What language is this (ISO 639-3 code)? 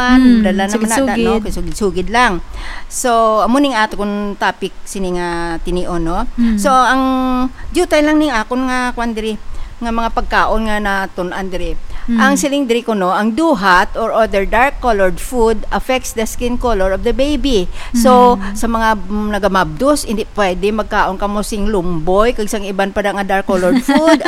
hil